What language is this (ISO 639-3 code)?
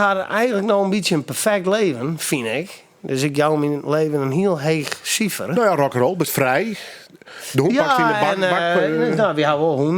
fry